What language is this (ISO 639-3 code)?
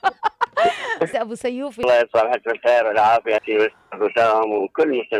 acm